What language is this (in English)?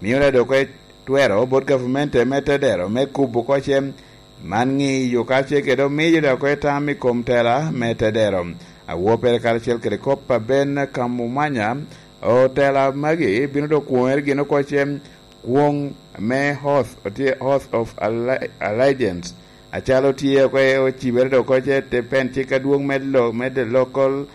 Lango (Uganda)